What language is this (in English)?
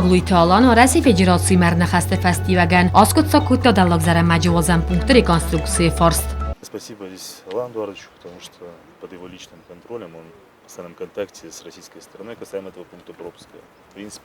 Ossetic